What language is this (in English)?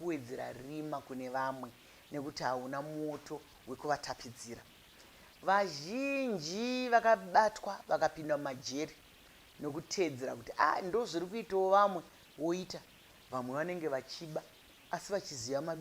Shona